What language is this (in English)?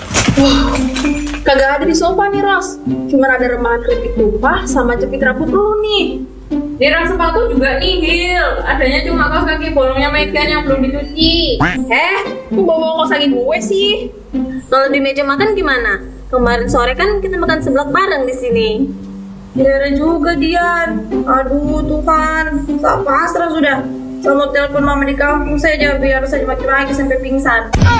Indonesian